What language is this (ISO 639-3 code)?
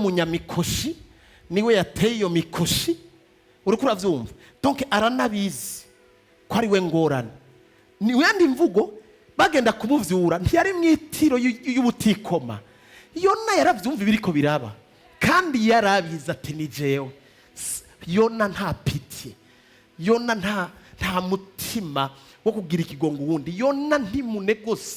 run